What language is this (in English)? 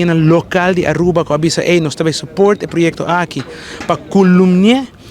Papiamento